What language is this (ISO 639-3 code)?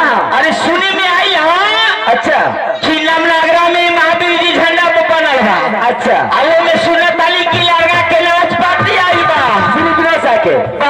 bho